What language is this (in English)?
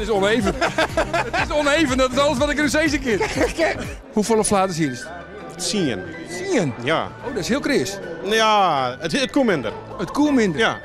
Western Frisian